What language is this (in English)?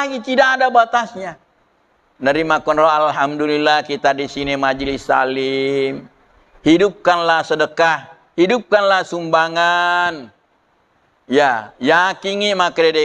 Buginese